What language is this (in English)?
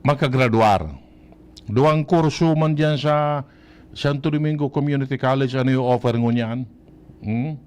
Bikol